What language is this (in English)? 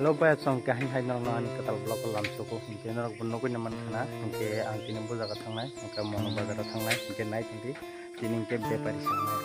Kok Borok